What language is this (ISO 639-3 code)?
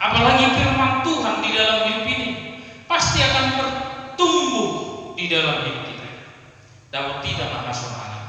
bbc